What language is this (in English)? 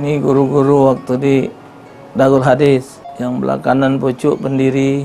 Musi